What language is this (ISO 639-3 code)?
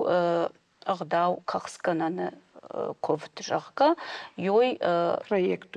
oss